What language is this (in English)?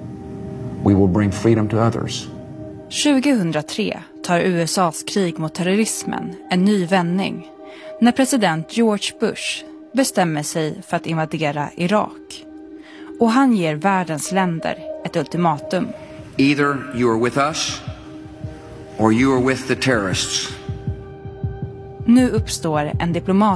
Swedish